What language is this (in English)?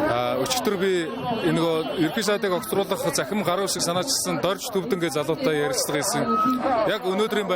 Mongolian